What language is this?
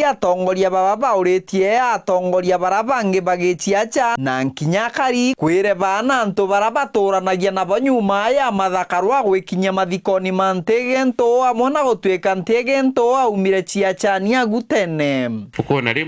Meru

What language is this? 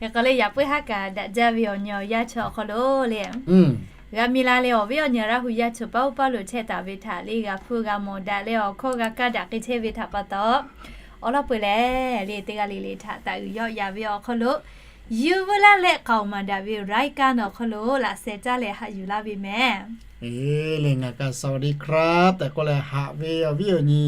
Lahu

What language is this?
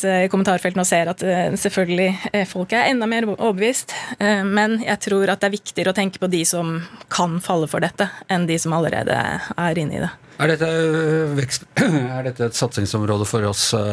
Norwegian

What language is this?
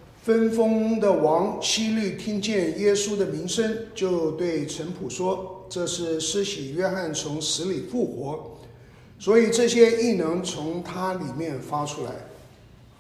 Chinese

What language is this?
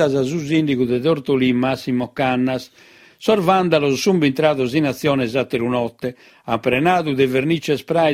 Sardinian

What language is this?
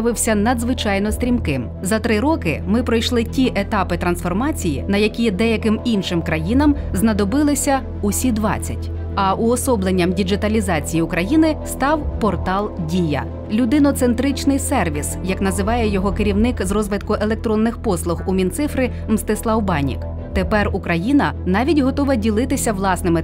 Ukrainian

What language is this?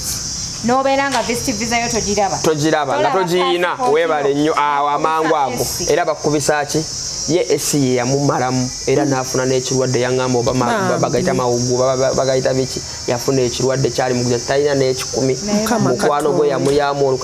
Ganda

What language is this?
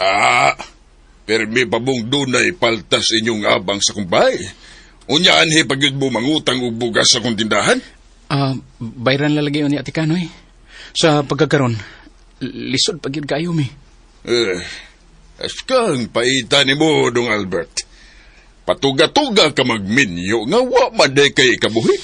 Cebuano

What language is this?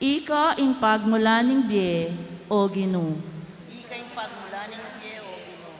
Pampanga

